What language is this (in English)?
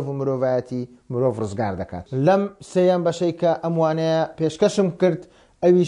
Central Kurdish